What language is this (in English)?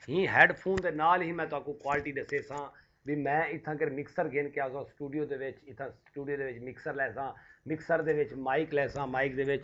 Saraiki